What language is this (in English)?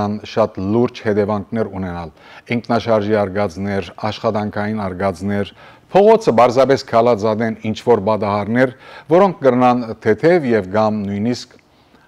Western Armenian